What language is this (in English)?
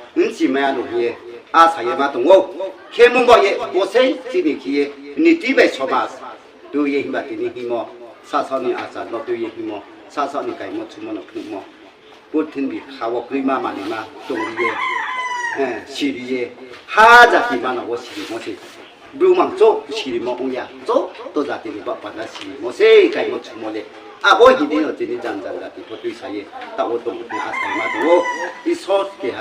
Riang (India)